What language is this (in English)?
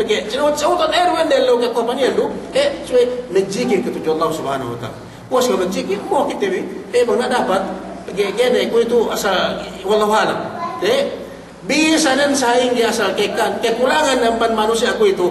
Yakan